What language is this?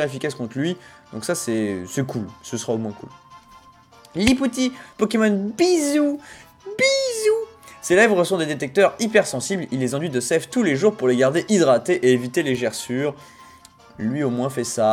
French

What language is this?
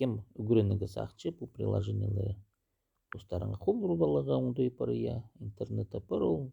Khakas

